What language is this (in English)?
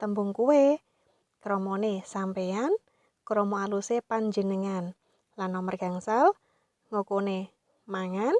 Javanese